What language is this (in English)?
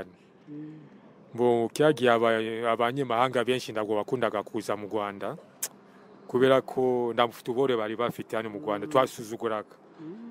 Kinyarwanda